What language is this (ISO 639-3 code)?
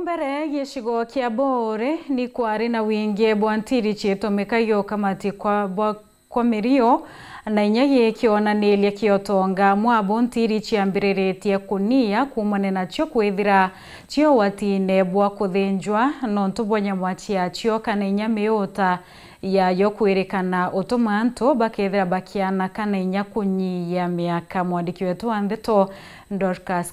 mer